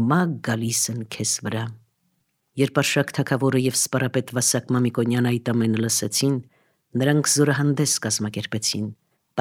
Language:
Armenian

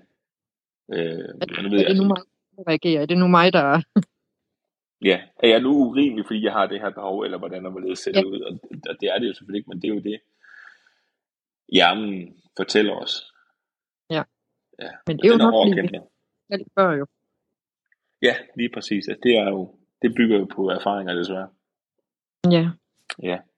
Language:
Danish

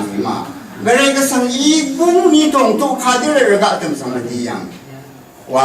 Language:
Rawang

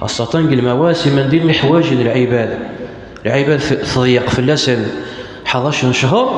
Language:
Kabyle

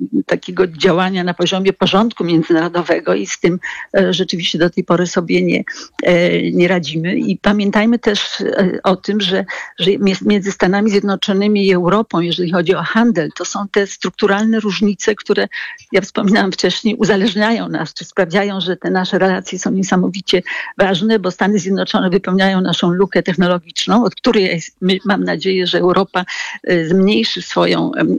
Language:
Polish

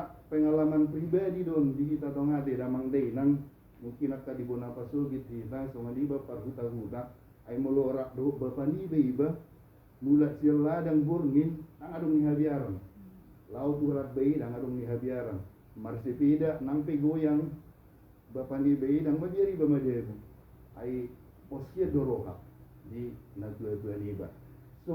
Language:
Batak Toba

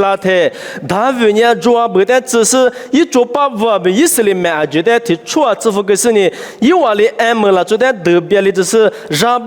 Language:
Lisu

